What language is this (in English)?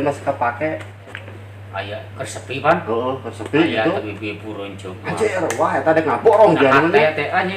Sundanese